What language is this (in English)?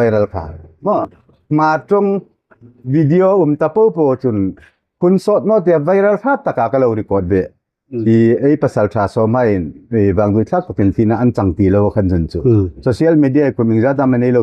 Hmar